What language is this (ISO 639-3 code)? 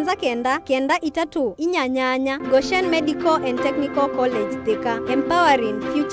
kam